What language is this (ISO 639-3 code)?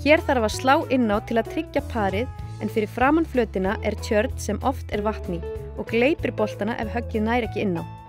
isl